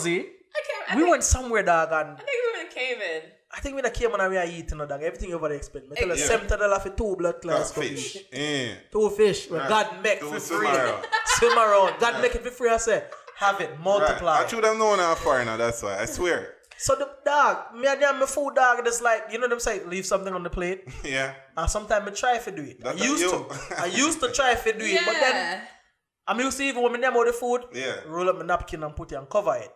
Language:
Jamaican Creole English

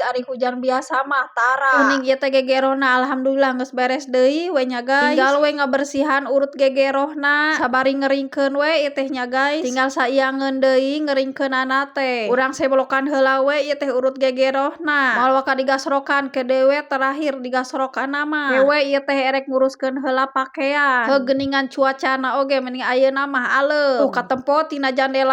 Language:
Sundanese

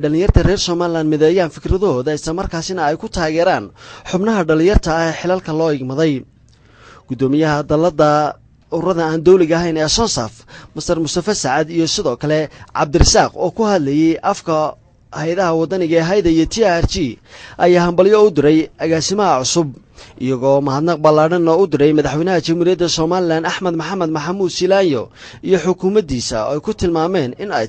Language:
Somali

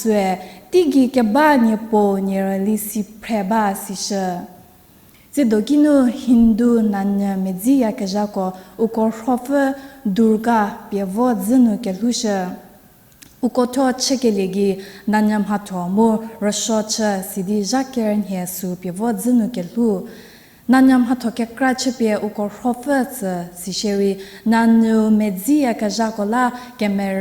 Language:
Angami Naga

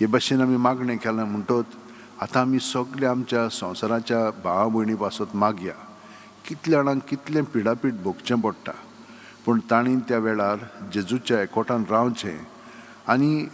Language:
Konkani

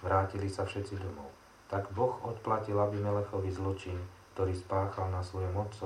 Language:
Slovak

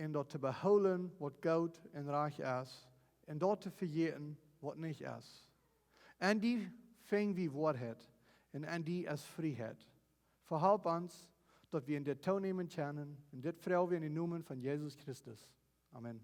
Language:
Plautdietsch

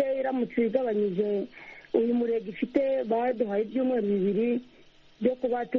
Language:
Kinyarwanda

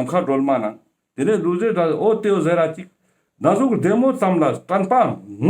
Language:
Ladakhi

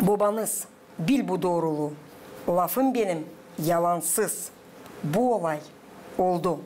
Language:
Gagauz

